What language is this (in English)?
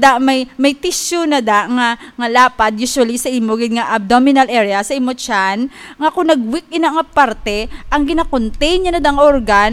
Hiligaynon